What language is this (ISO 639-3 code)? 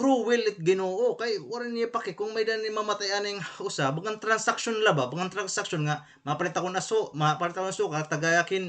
war